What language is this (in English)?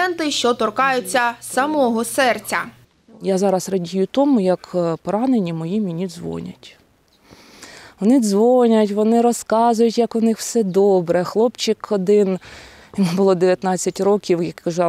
Ukrainian